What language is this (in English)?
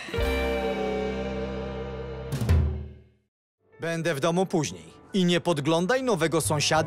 Polish